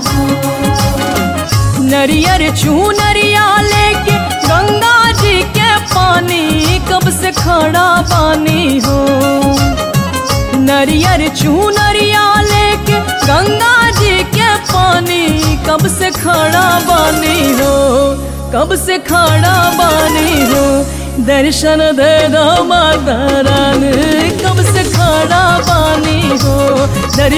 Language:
Bhojpuri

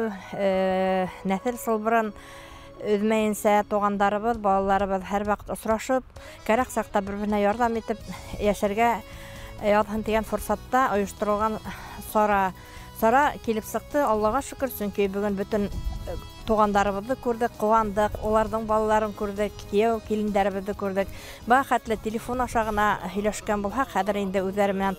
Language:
Bashkir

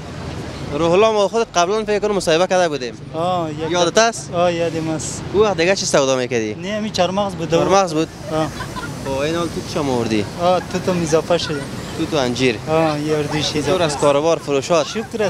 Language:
Persian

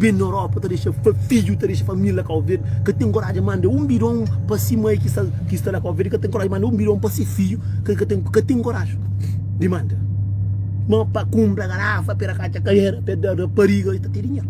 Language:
Kabuverdianu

